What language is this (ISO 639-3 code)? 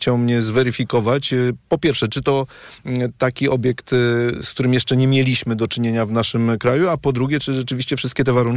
pol